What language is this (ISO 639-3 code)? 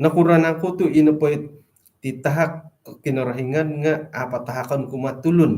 dtp